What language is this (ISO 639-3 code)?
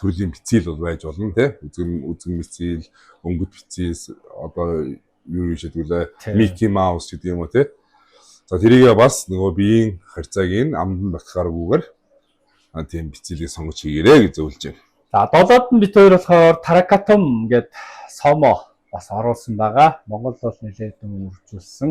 mon